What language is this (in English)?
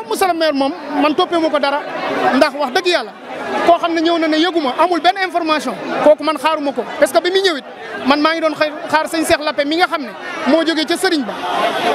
Wolof